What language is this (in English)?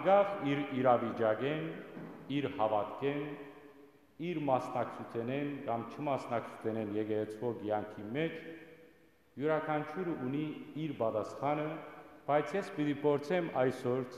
Western Armenian